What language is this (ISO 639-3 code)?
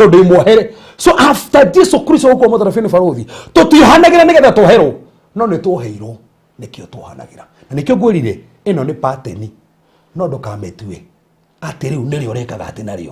kik